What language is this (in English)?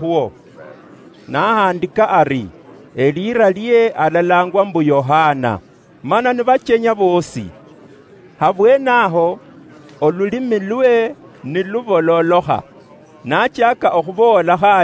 Luyia